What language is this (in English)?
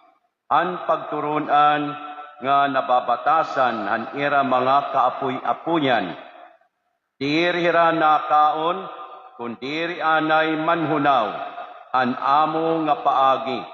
Waray